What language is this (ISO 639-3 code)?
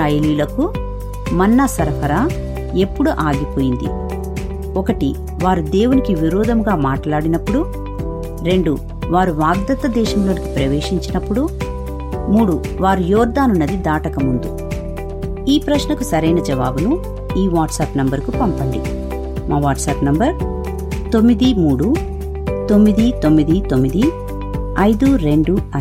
tel